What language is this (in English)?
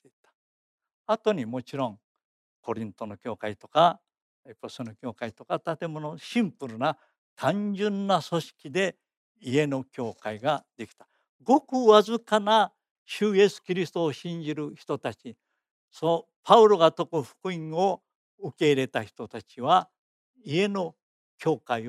Japanese